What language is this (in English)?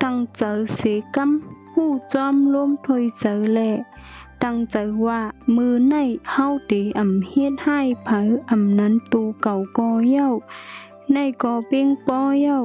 Shan